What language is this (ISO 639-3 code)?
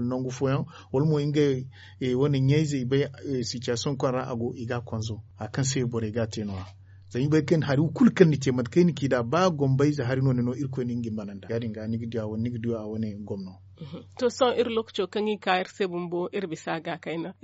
dje